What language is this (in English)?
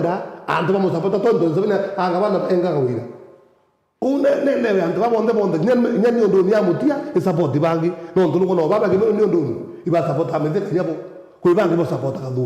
Meru